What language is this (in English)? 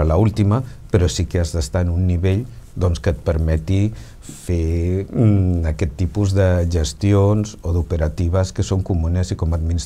Catalan